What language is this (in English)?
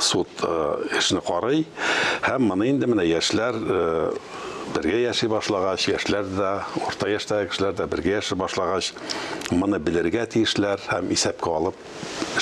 Tatar